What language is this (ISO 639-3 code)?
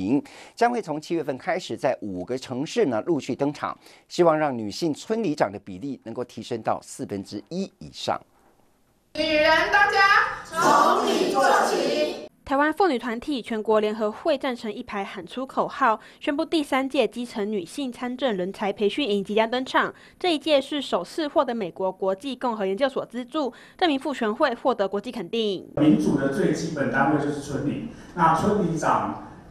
zho